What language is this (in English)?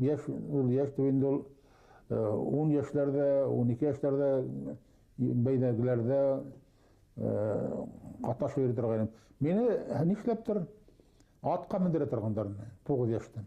Bashkir